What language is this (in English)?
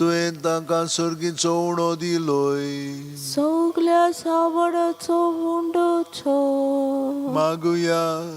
Konkani